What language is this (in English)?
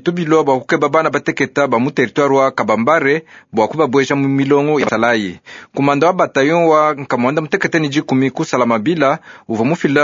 Luba-Lulua